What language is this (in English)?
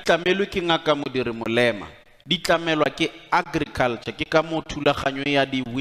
Tswana